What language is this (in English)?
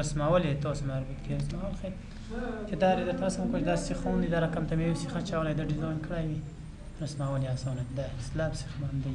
Pashto